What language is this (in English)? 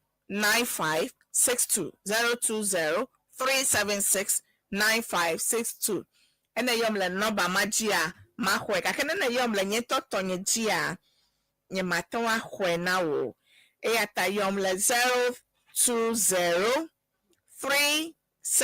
Ewe